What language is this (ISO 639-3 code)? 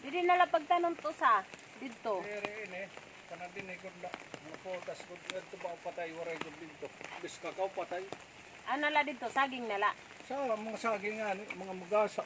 war